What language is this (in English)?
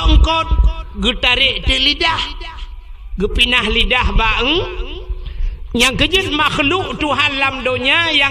Achinese